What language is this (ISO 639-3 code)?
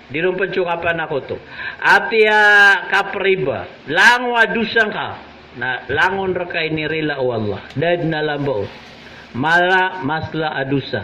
mrw